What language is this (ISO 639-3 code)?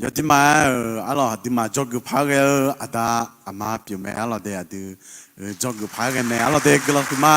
ahk